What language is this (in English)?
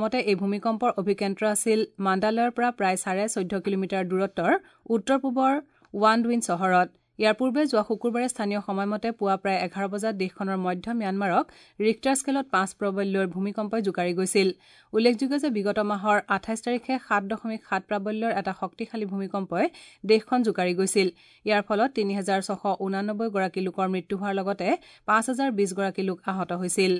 Assamese